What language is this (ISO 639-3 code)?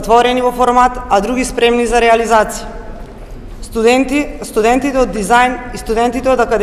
mkd